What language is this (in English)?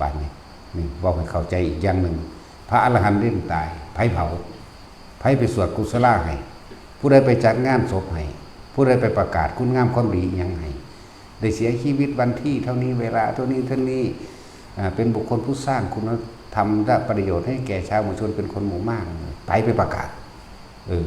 Northeastern Thai